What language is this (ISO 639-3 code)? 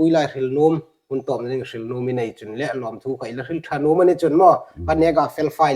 hmr